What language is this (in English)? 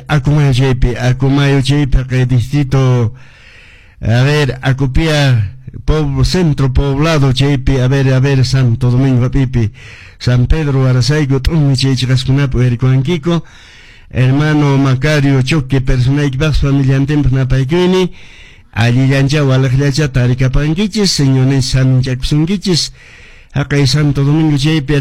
Quechua